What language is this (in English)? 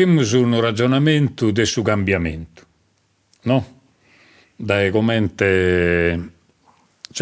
Sardinian